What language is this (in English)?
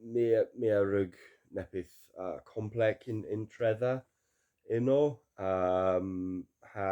Cornish